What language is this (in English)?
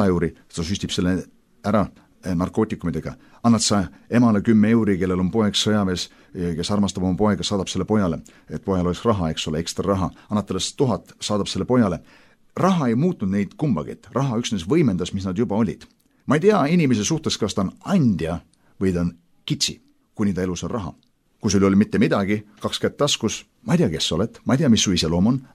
Estonian